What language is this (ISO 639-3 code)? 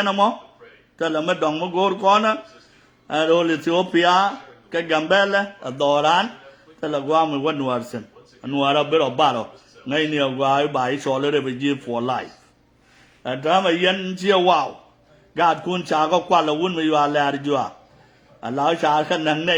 nus